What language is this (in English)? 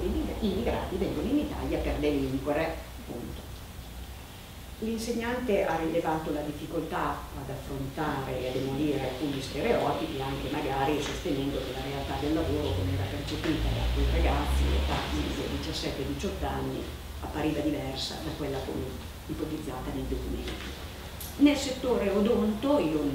Italian